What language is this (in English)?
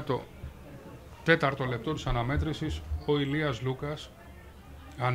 Greek